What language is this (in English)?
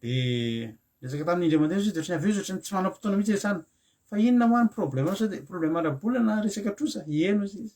Malagasy